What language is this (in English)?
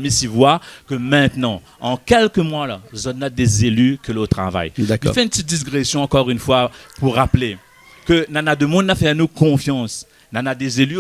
Réunion Creole French